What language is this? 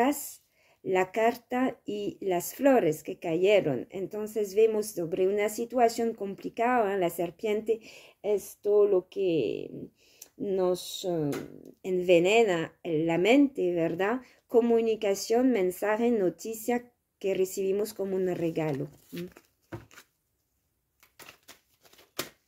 Spanish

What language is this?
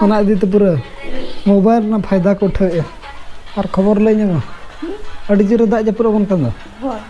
Santali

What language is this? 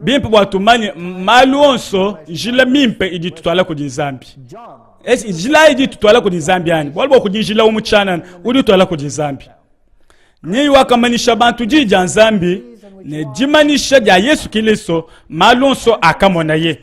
Luba-Lulua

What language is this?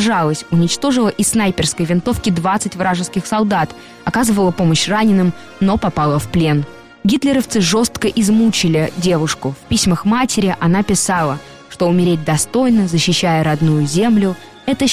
Russian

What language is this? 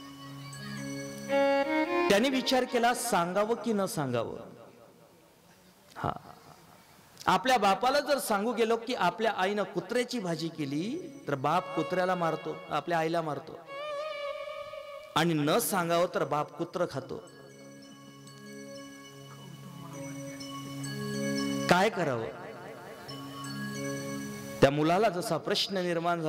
Marathi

